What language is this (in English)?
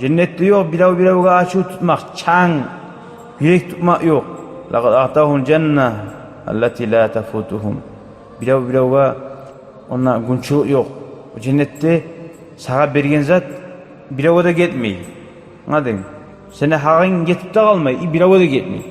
Kumyk